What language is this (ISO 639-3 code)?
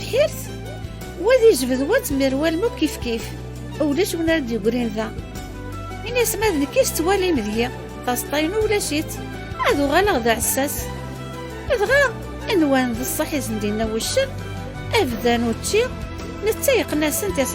kab